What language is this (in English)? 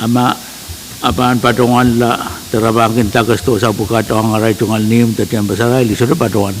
Pohnpeian